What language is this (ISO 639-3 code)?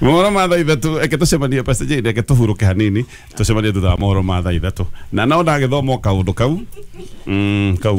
kik